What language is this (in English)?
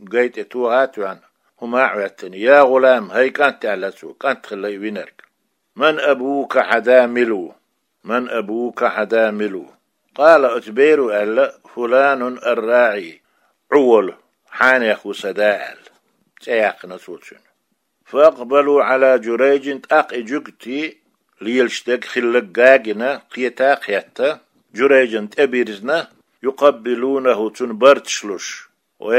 Chechen